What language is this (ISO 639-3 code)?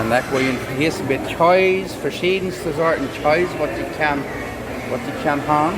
pdt